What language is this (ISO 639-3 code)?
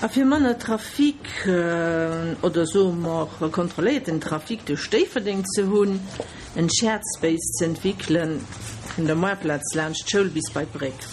ltz